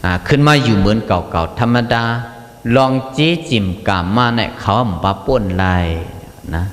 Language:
Shan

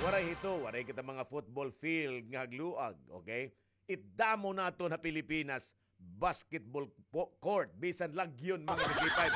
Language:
Waray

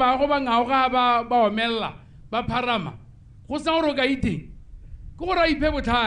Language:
Tswana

